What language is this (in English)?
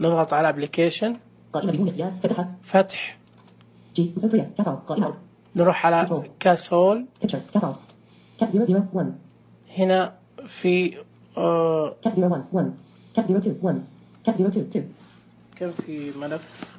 Najdi Arabic